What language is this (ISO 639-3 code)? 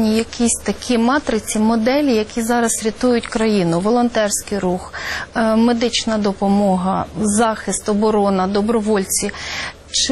ukr